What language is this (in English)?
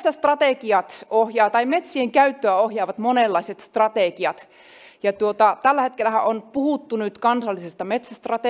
Finnish